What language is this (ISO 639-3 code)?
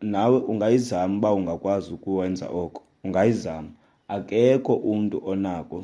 xho